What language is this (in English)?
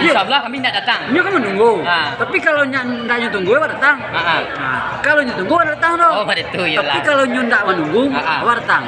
Minangkabau